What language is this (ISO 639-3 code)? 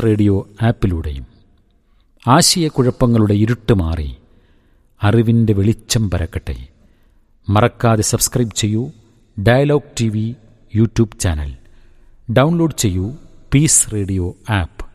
mal